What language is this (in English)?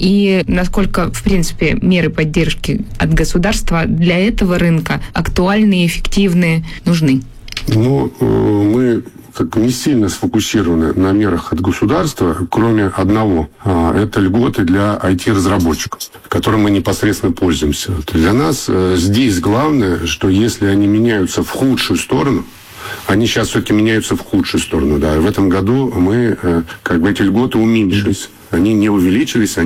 Russian